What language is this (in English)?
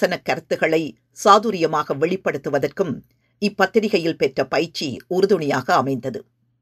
Tamil